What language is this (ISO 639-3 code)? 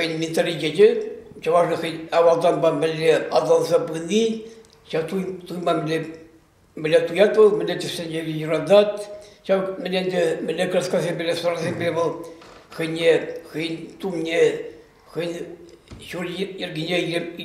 chv